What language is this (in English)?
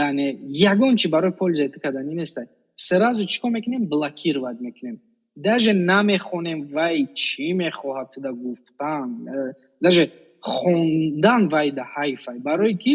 Tajik